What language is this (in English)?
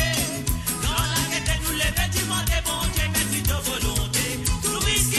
Morisyen